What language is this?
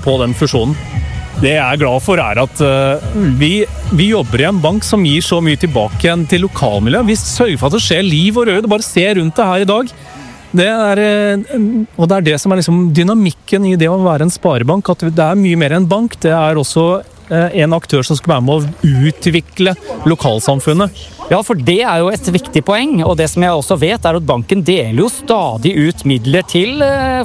Norwegian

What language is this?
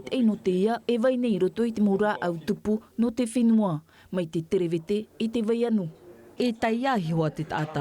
Tahitian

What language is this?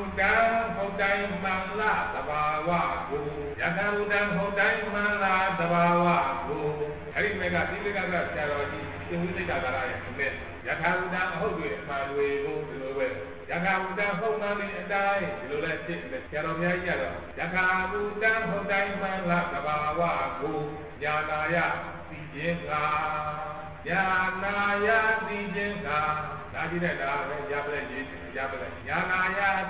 Burmese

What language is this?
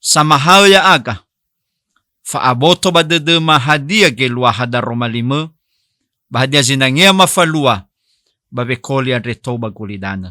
Nias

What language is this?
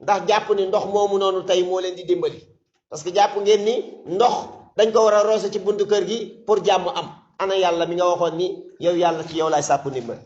Wolof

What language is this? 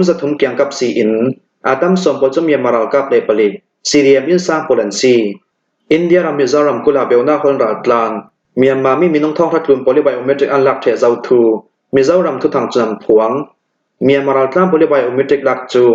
Hakha Chin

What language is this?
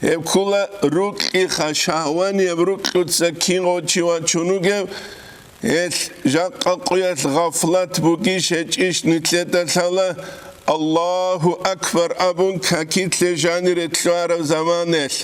Avaric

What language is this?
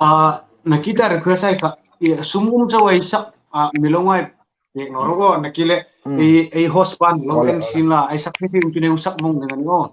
Hmar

